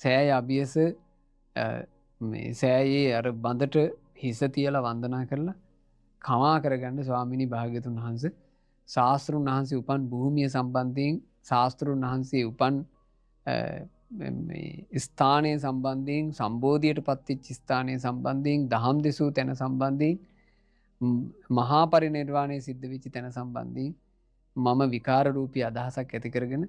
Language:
Sinhala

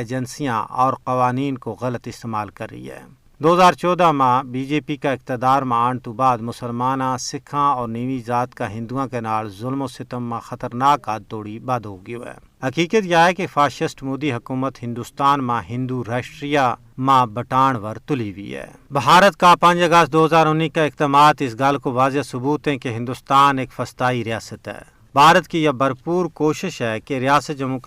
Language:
Gujari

